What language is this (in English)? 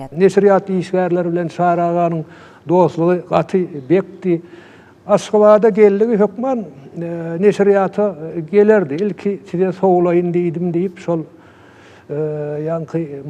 Turkmen